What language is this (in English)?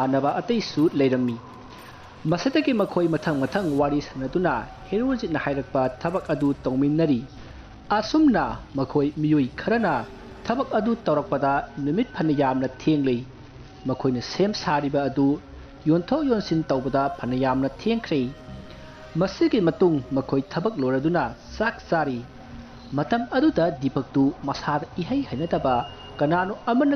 Manipuri